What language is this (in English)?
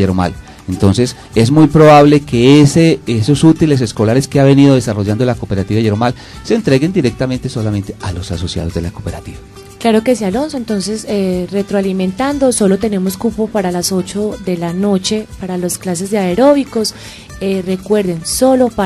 Spanish